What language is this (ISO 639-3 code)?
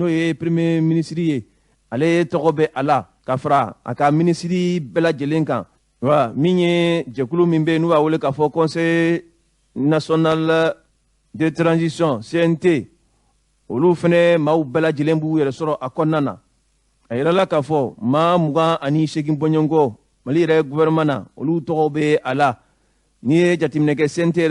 bam